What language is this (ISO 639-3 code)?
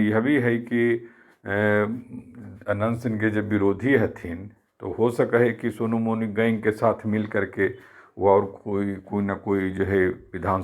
mag